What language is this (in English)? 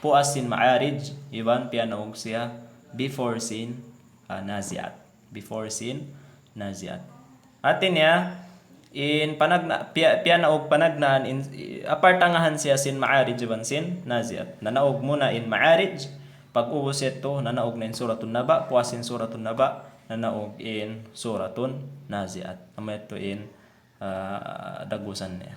Tausug